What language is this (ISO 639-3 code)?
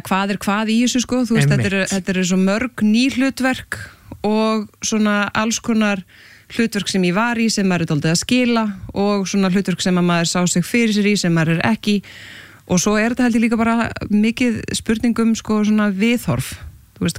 isl